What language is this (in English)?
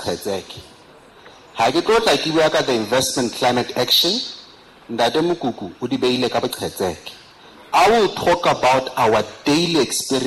Southern Sotho